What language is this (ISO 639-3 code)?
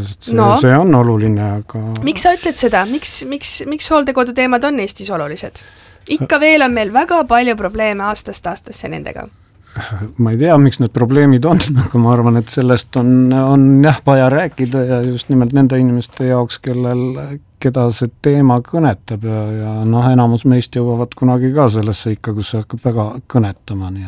est